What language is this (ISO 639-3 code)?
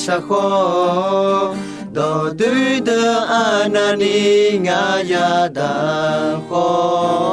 ahk